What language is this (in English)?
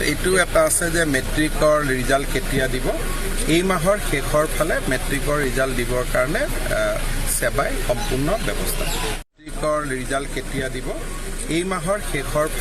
Assamese